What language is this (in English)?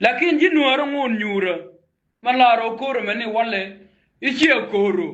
Nuer